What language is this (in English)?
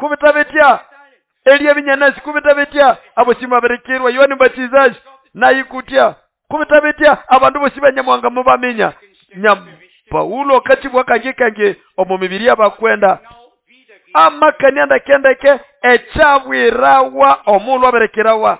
Nande